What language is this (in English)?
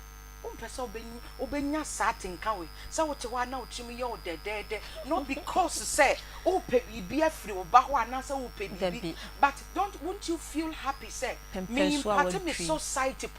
Akan